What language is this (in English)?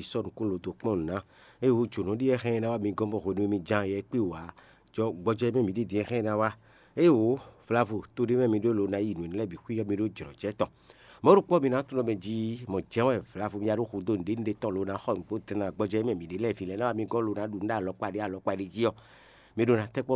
Fon